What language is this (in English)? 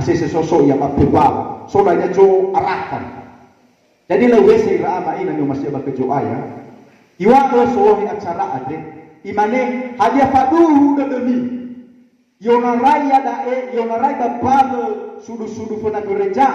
Nias